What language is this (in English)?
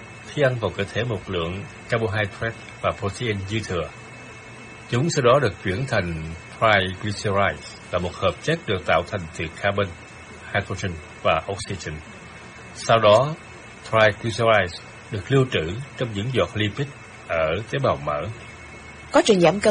Vietnamese